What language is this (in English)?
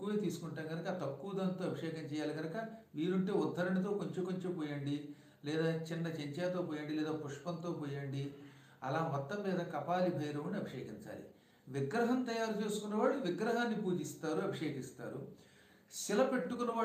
Telugu